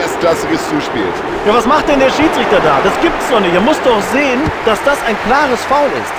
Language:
Bavarian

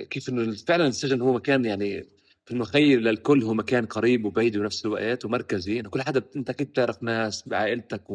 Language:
North Levantine Arabic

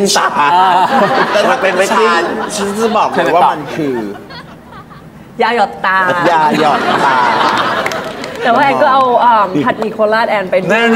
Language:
Thai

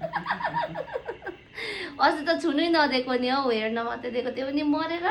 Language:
Nepali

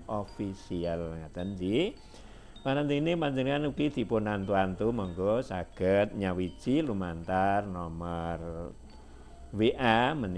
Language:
Javanese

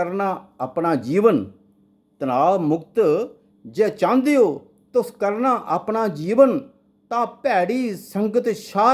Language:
Dogri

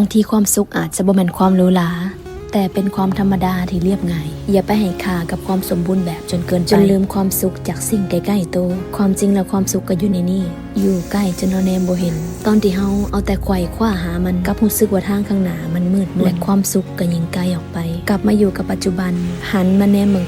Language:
Northeastern Thai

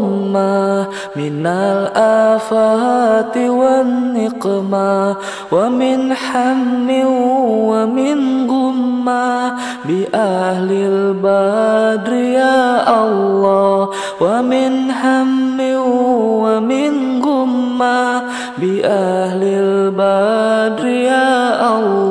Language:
Arabic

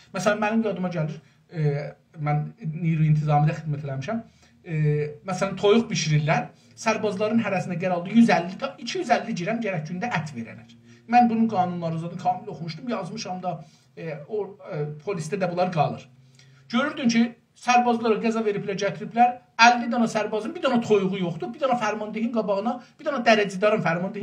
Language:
South Azerbaijani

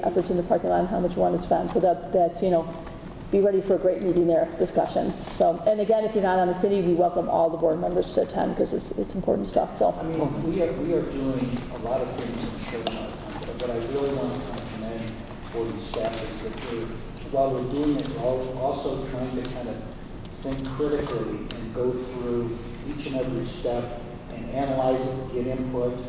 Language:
English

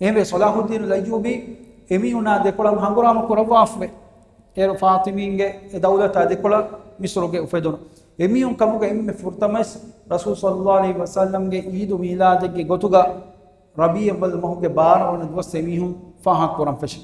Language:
Divehi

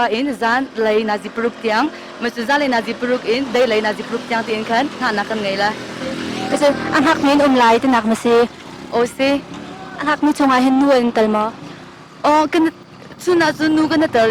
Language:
Hakha Chin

